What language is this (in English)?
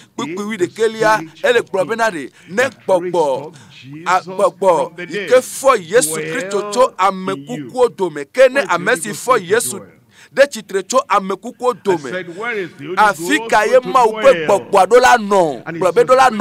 Ewe